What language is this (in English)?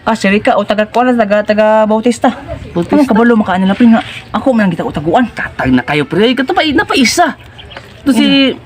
Cebuano